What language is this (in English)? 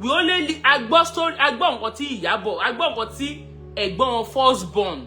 Yoruba